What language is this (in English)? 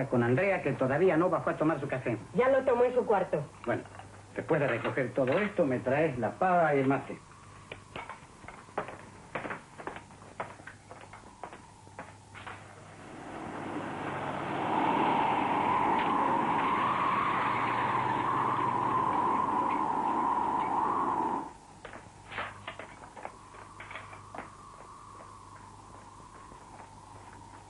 Spanish